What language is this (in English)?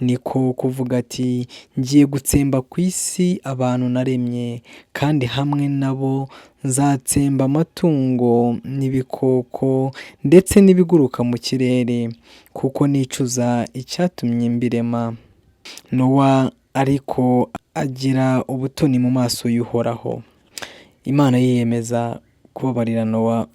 Kinyarwanda